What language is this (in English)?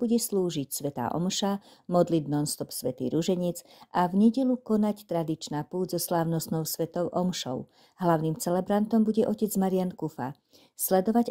Slovak